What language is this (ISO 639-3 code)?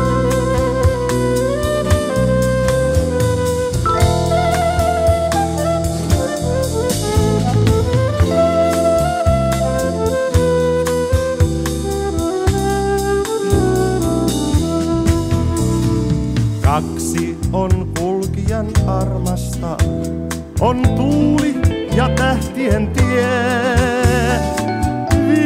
fin